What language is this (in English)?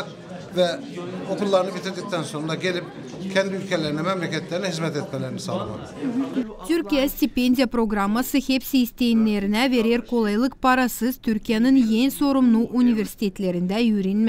Gagauz